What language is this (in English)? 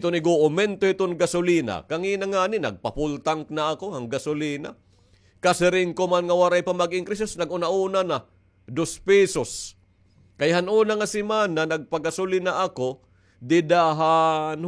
Waray